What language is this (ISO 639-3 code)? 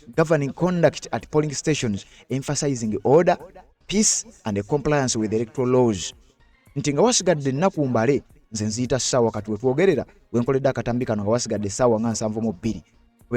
lug